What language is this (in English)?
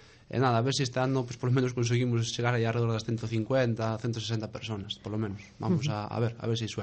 Galician